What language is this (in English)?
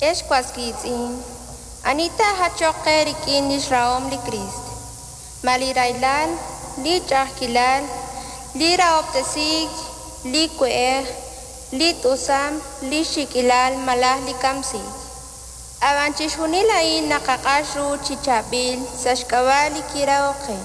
Kekchí